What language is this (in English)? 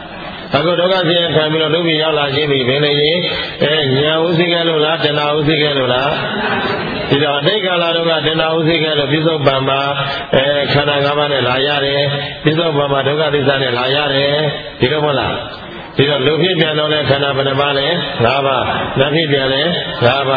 Burmese